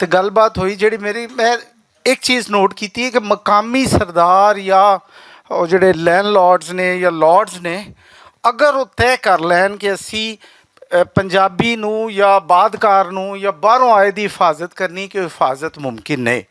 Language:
Western Panjabi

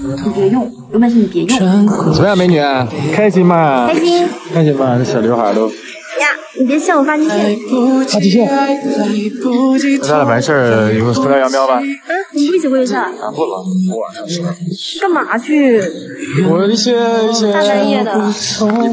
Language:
Chinese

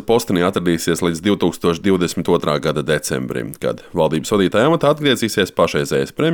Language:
Latvian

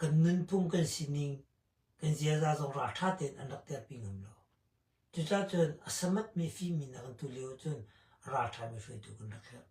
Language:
Hakha Chin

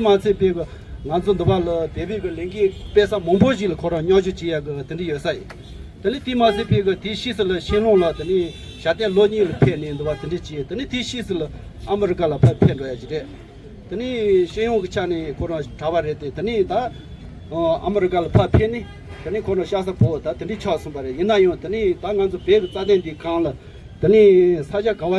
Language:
Tibetan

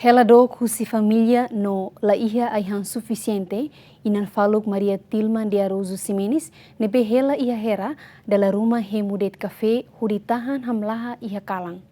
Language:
Tetum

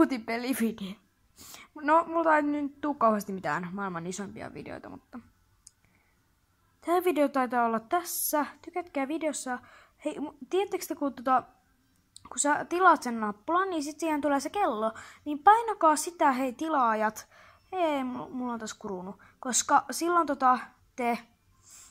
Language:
Finnish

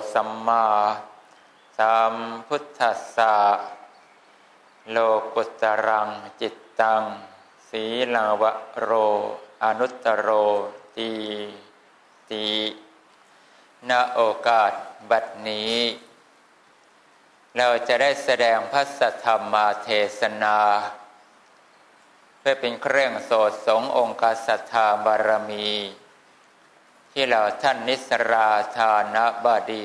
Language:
Thai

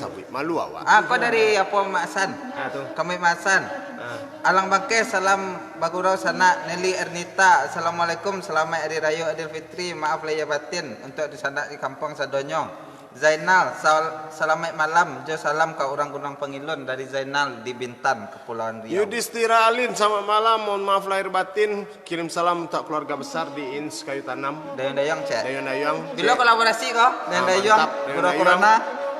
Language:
Minangkabau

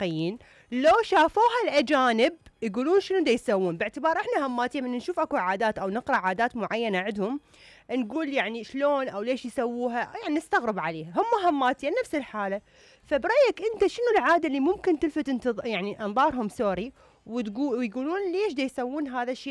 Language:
Mesopotamian Arabic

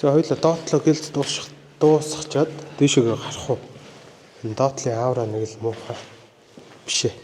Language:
Mongolian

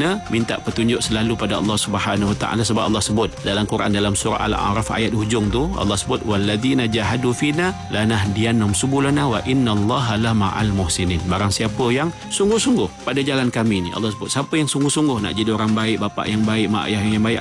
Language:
Malay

